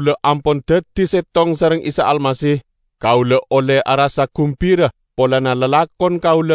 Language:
Madurese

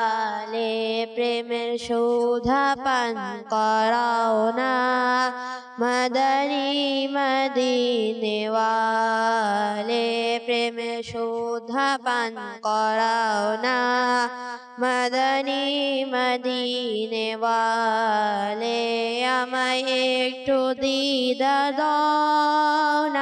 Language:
Bangla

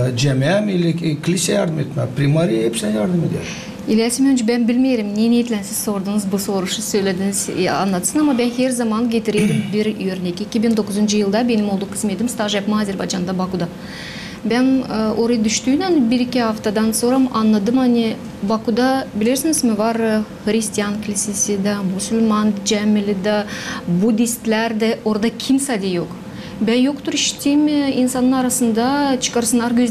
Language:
Gagauz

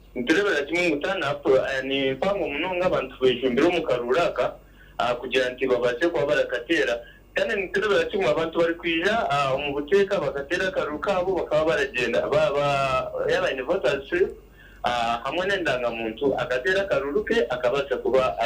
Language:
Nyankole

